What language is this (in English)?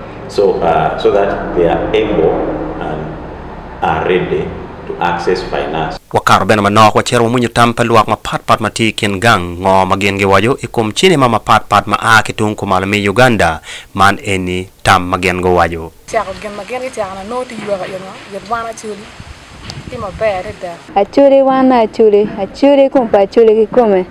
Acoli